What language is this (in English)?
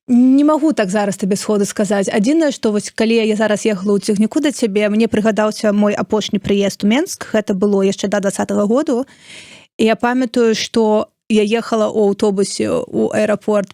Belarusian